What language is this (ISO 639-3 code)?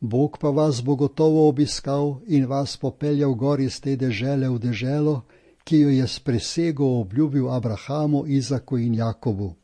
slv